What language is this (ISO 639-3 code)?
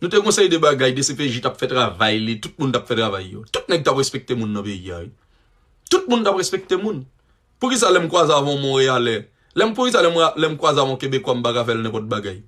hat